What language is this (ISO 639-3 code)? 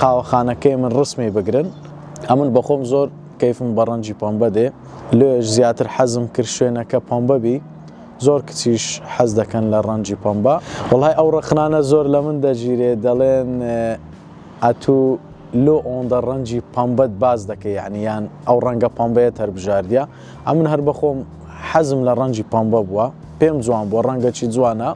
ckb